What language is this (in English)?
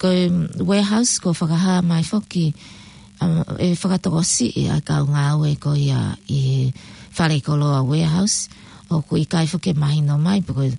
Tongan